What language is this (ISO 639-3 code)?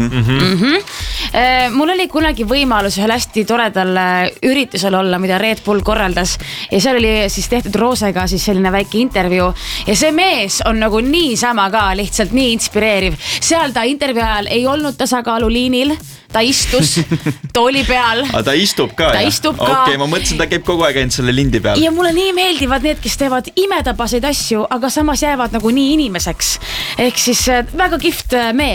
est